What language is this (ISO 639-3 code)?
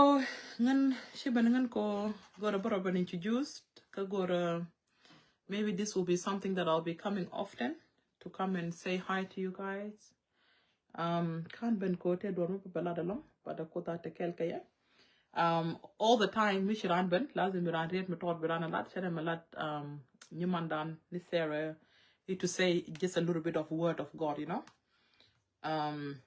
nus